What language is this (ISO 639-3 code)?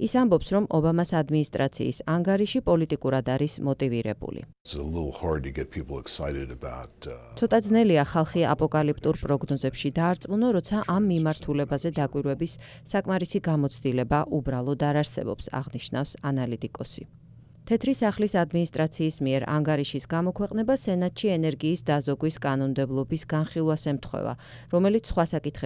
kat